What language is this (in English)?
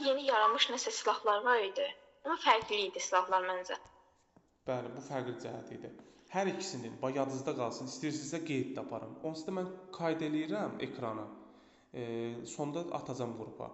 Azerbaijani